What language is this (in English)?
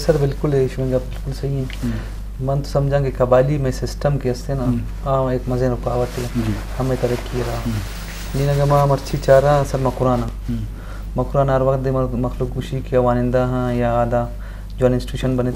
Eastern Balochi